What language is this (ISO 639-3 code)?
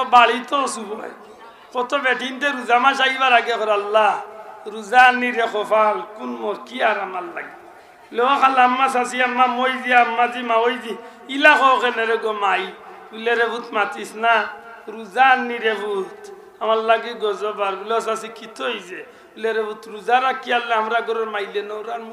syl